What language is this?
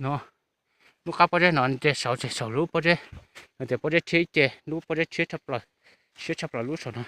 Hmong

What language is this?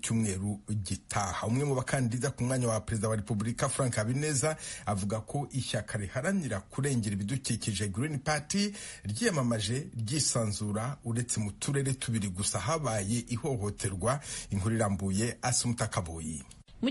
Kinyarwanda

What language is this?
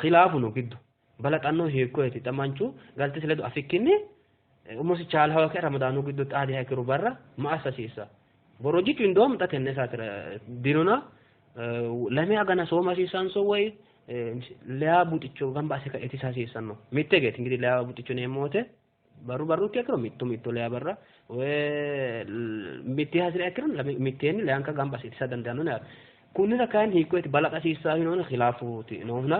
Sidamo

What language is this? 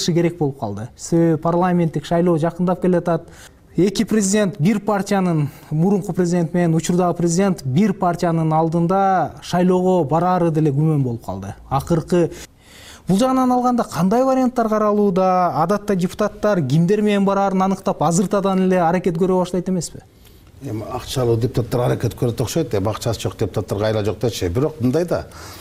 Kyrgyz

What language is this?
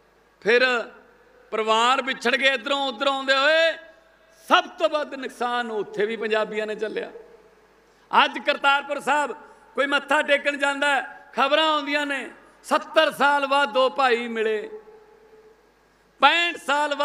Punjabi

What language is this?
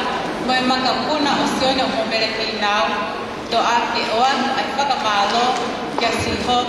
Tongan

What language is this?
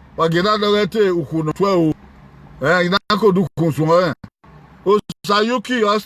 Bini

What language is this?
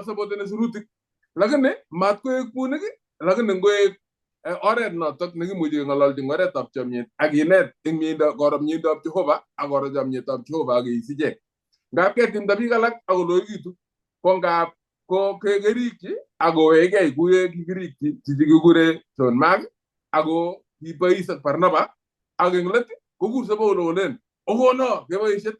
Kalenjin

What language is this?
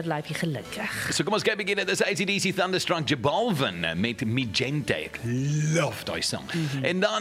Afrikaans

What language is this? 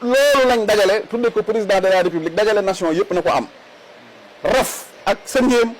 Wolof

